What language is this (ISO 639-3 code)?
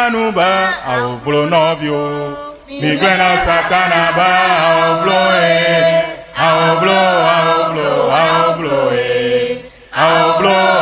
ewe